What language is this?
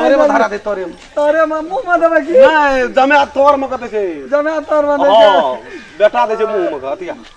Maithili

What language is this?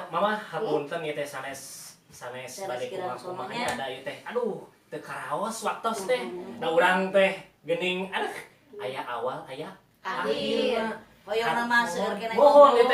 Sundanese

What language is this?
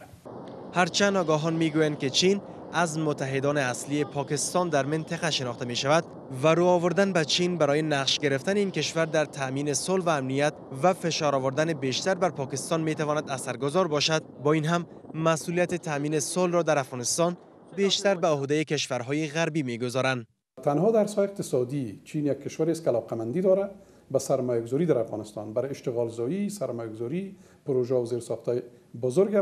Persian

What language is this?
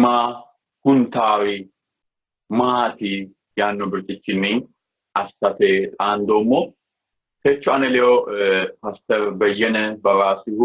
Sidamo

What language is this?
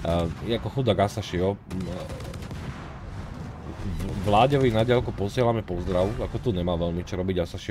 Slovak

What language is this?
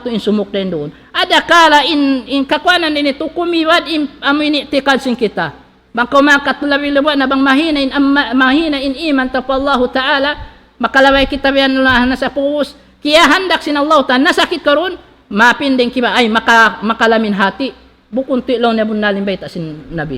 Tausug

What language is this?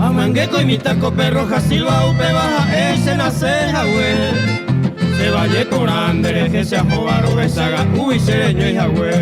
Guarani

